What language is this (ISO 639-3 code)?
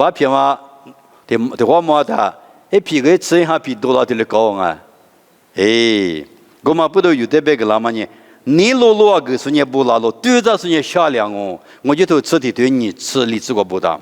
lis